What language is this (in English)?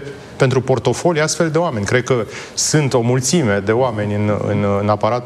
Romanian